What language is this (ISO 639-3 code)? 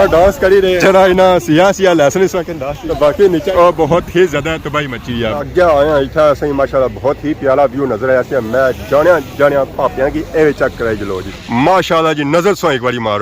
phr